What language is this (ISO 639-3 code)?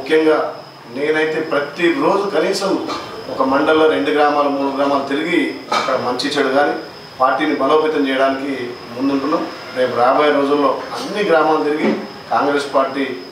tel